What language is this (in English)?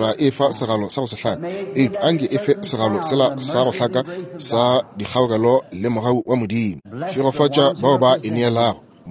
Northern Sotho